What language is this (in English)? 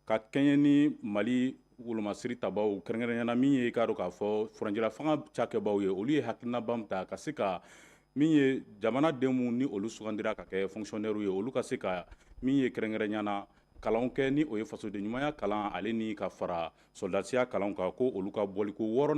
Bambara